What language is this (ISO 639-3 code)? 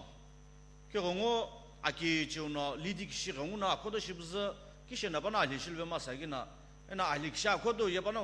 nsm